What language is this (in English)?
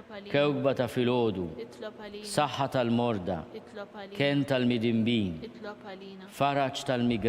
Maltese